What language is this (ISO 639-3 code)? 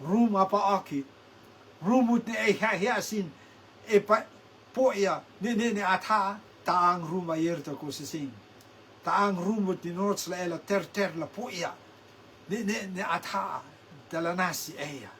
rtm